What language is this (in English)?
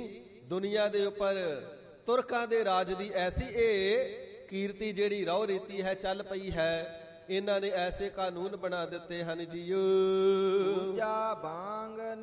Punjabi